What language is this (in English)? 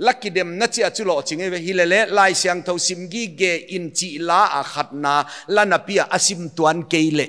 Paite Chin